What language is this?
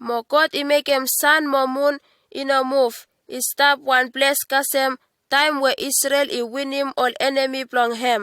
Bislama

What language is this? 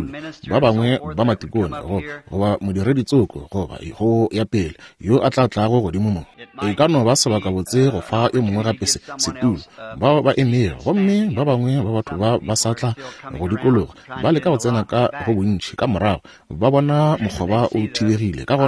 Northern Sotho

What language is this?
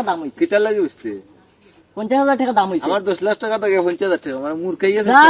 Sylheti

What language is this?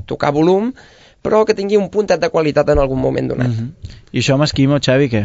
Catalan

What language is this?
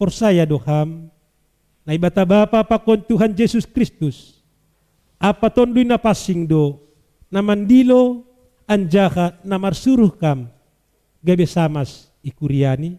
Batak Simalungun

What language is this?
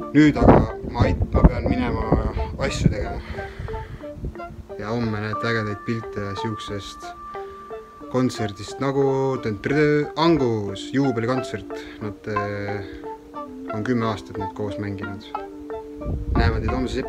Estonian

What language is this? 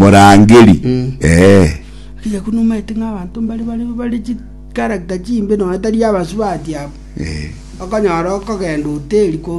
Gusii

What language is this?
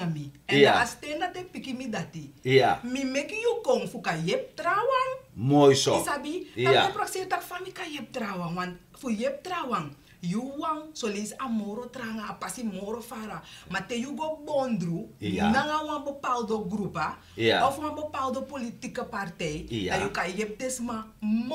Sranan Tongo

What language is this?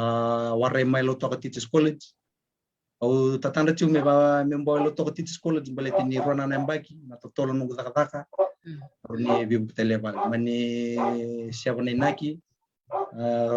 Fijian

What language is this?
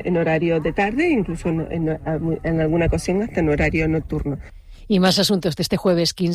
Spanish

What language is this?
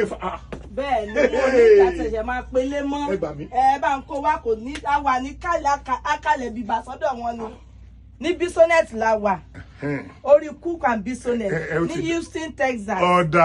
Yoruba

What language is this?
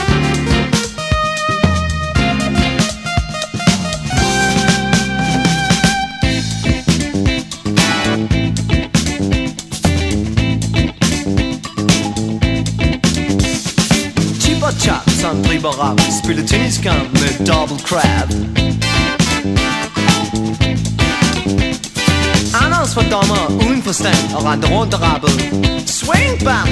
Danish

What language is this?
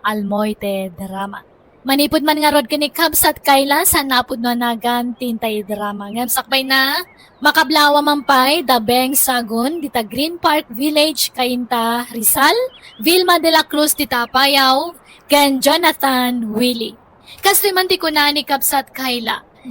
Iloko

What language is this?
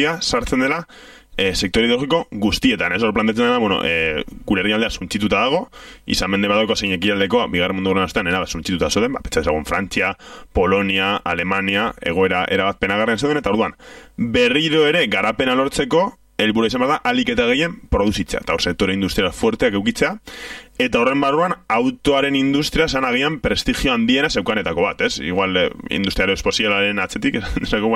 Basque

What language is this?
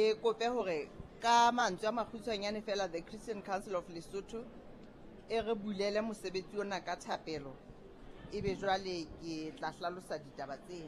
Southern Sotho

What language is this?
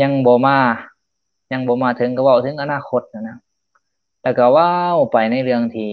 Lao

